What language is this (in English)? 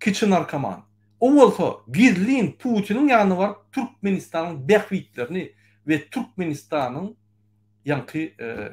Turkmen